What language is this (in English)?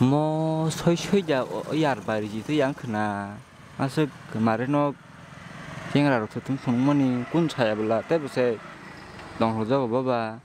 Kok Borok